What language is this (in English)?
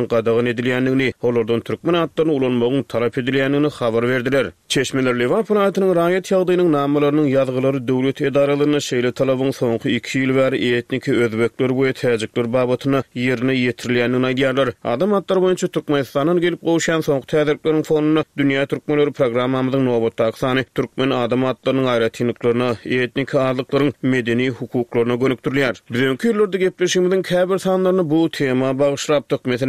Turkmen